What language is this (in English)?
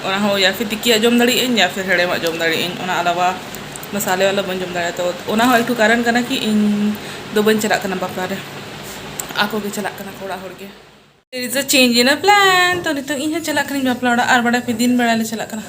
Santali